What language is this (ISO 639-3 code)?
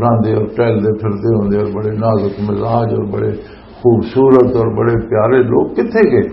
lah